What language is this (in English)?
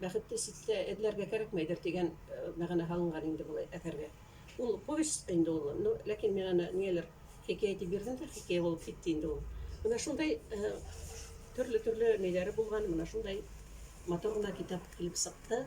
Bashkir